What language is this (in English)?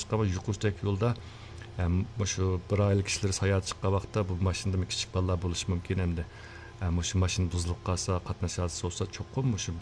Uyghur